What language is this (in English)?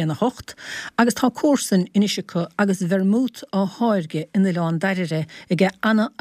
Irish